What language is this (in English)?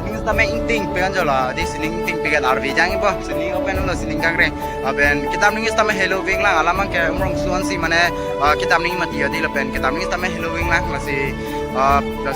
Karbi